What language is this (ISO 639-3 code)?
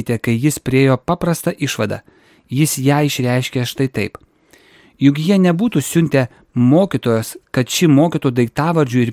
lit